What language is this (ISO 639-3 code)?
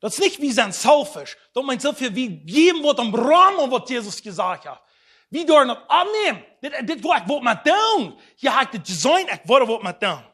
pdt